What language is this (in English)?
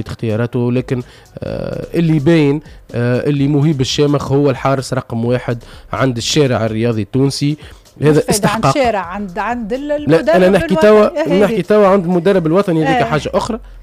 Tunisian Arabic